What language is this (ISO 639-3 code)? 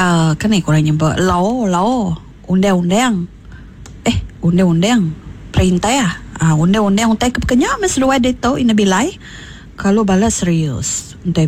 iba